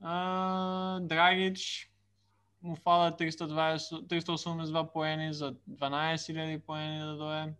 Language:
Macedonian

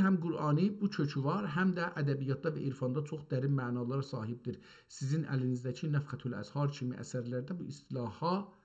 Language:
South Azerbaijani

